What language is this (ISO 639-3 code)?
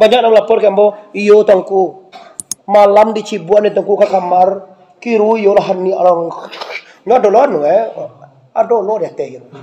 min